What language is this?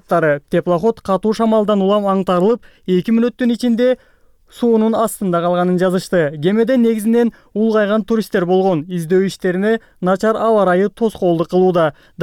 Kyrgyz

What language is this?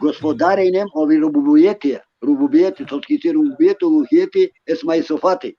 Balkan Romani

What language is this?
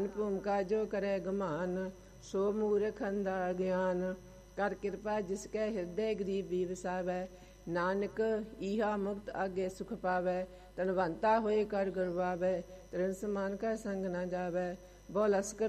Punjabi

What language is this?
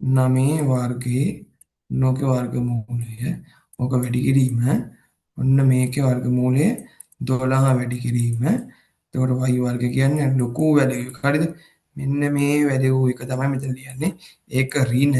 Sinhala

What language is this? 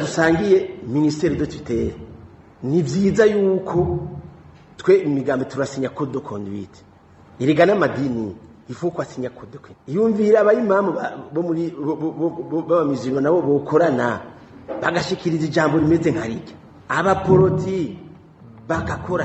Rundi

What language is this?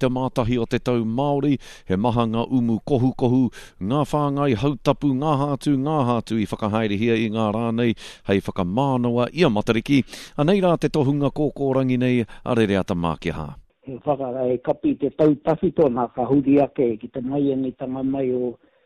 Māori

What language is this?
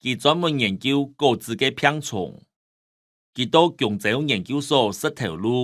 Hakka Chinese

